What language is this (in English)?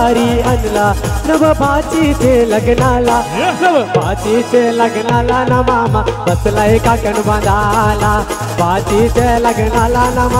Marathi